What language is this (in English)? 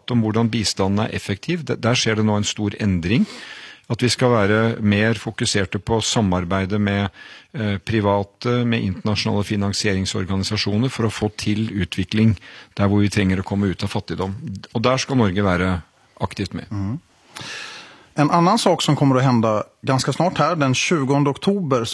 Norwegian